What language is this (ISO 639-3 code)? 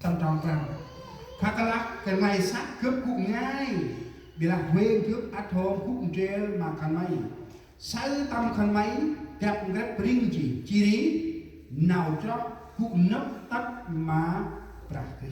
cmo